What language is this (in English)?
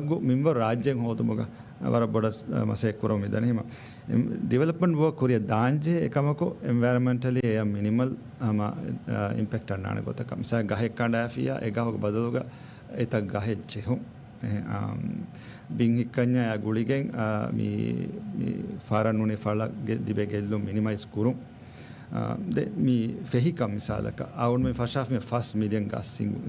Divehi